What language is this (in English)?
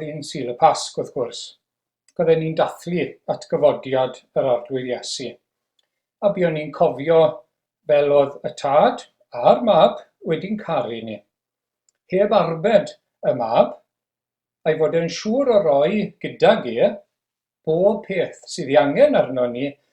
Welsh